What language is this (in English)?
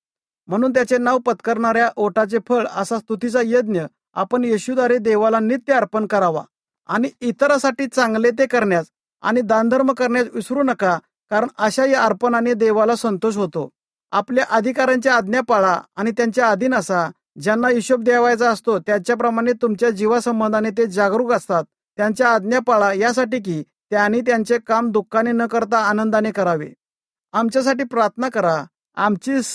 Marathi